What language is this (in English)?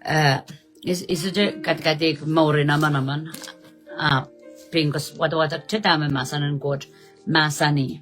Pohnpeian